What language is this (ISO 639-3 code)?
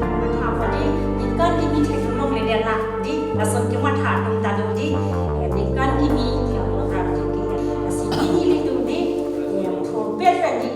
mjw